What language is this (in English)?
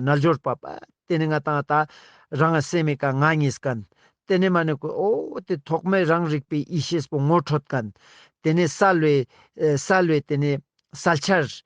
Ladakhi